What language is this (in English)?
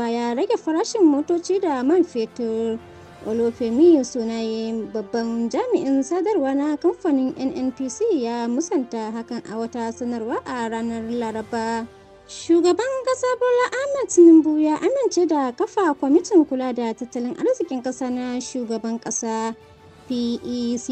Hausa